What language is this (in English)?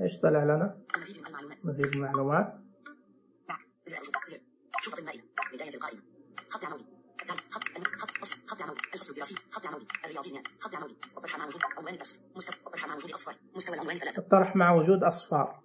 Najdi Arabic